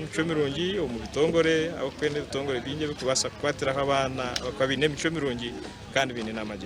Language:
Nyankole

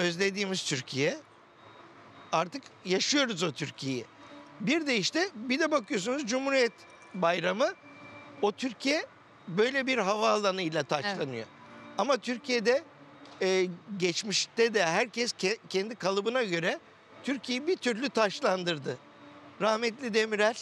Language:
Turkish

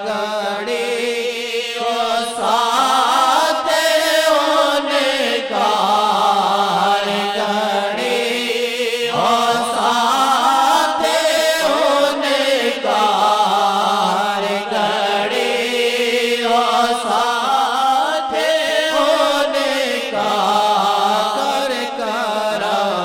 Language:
Urdu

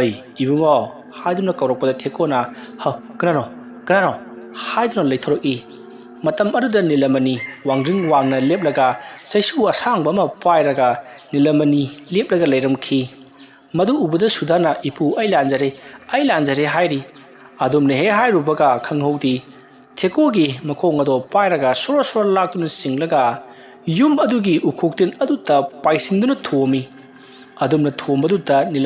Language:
Manipuri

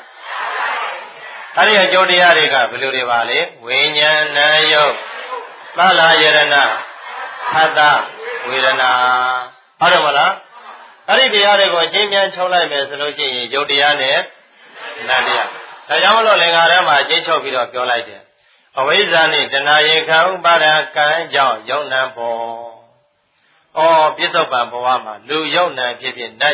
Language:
Burmese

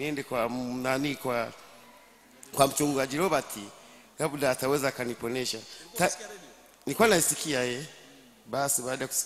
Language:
Swahili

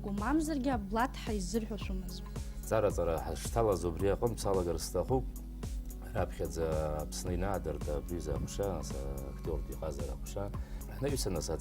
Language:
Abkhazian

